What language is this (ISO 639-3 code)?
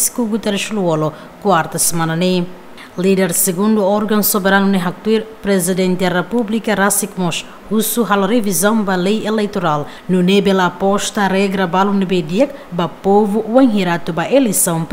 tet